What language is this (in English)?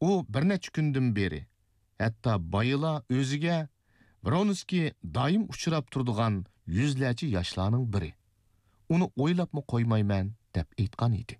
Uyghur